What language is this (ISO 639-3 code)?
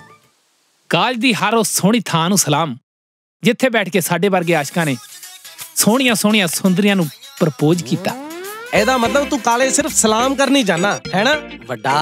pan